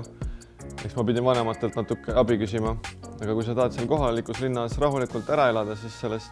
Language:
Estonian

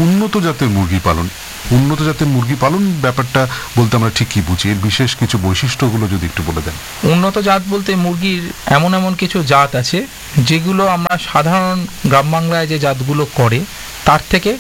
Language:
Bangla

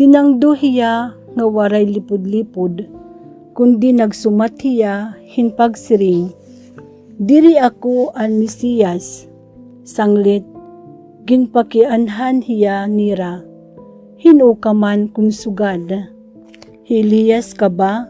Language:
Waray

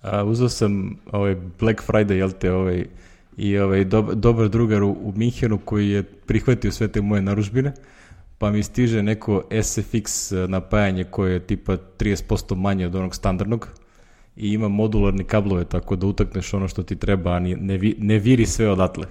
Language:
Serbian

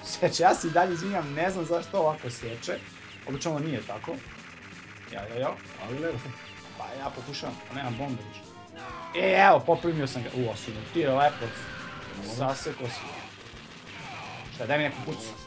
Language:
Serbian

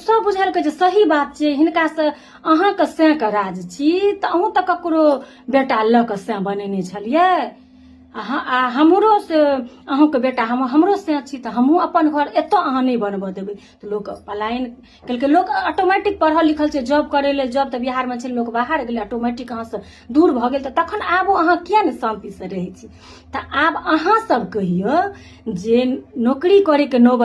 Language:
Maithili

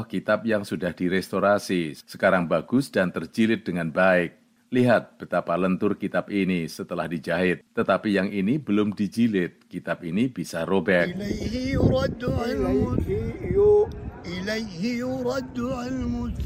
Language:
Indonesian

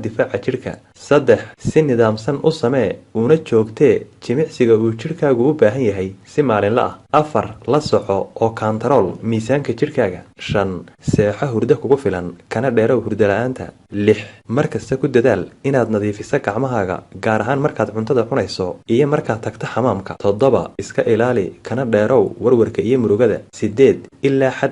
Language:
Somali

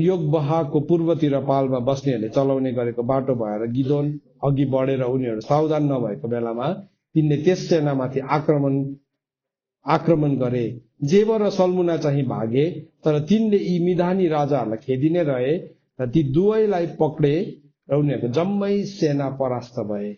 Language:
Nepali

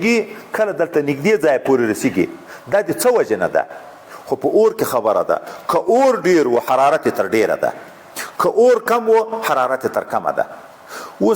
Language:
Pashto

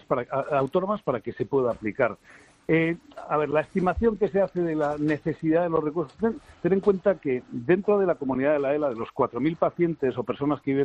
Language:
Spanish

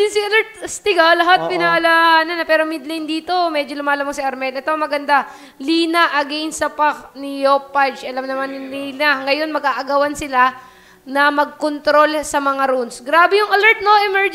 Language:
Filipino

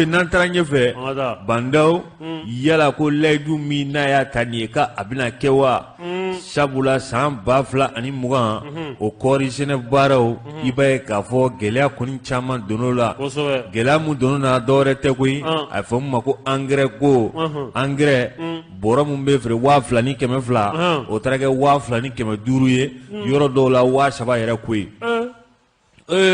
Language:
Bambara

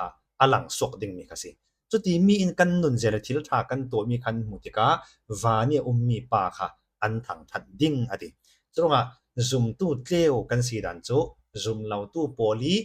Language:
Falam Chin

